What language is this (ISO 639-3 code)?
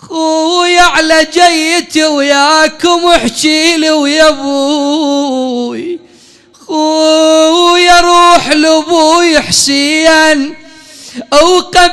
acm